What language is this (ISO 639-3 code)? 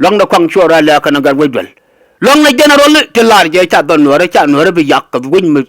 nus